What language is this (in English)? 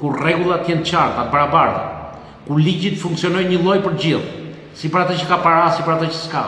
Albanian